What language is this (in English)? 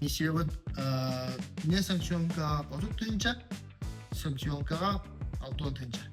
Yakut